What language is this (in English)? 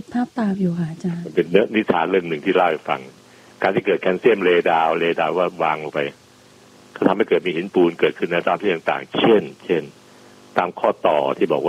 Thai